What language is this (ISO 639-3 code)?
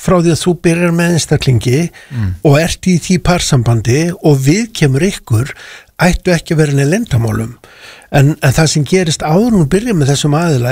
isl